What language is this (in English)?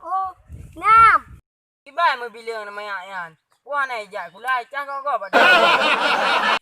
Achinese